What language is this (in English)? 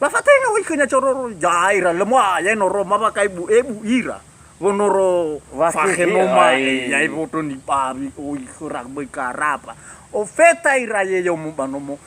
Nias